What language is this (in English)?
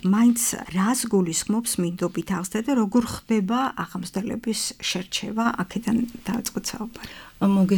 Georgian